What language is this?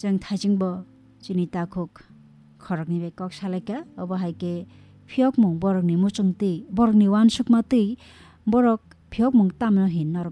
Kok Borok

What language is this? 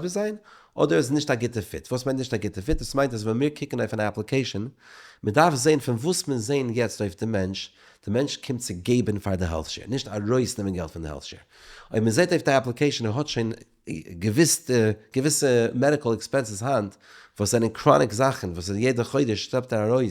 Yiddish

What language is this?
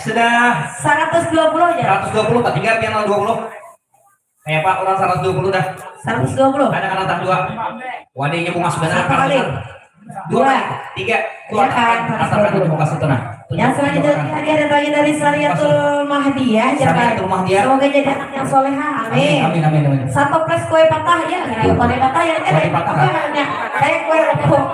Banjar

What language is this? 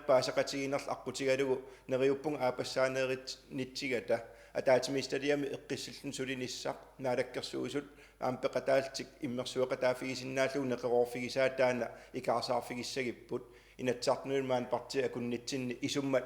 Kalaallisut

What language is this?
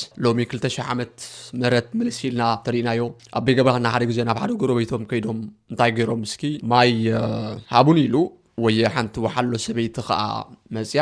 Tigrinya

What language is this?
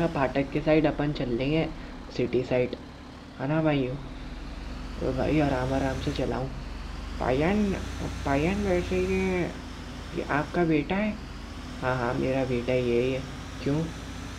Hindi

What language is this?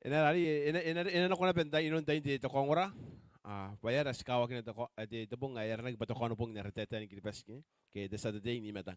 Gilbertese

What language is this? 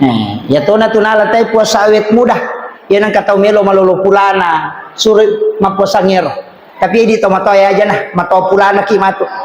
Buginese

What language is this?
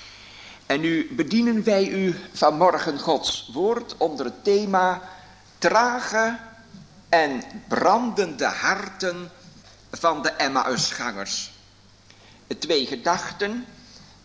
Dutch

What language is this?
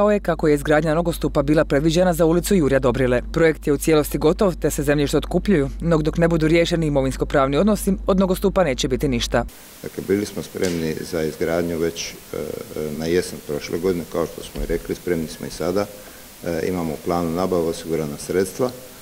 Croatian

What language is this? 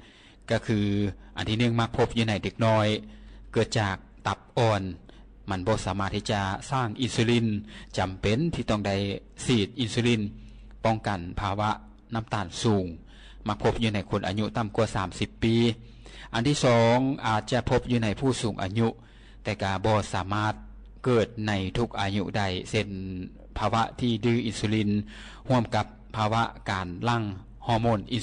Lao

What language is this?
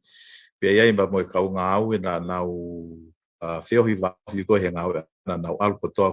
Tongan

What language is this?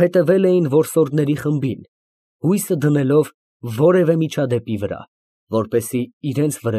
Armenian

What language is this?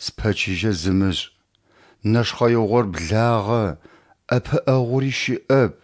Adyghe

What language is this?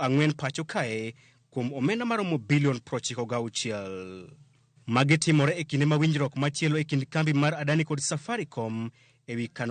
Luo (Kenya and Tanzania)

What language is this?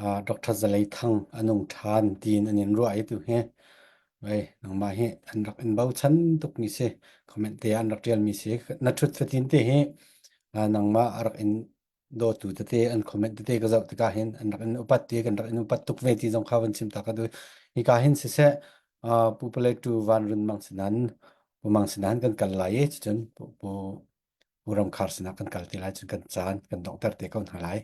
Falam Chin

